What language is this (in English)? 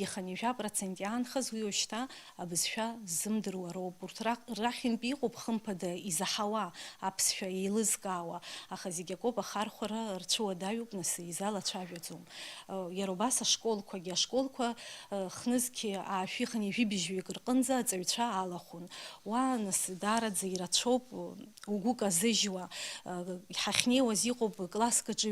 Abkhazian